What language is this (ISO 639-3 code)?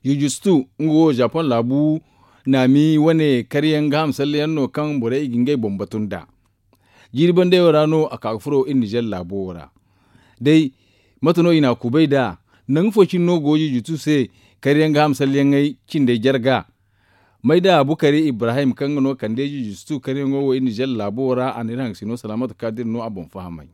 dje